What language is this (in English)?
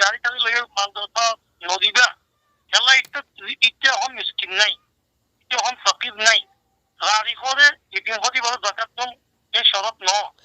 Rohingya